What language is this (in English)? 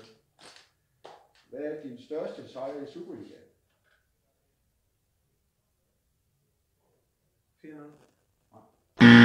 Danish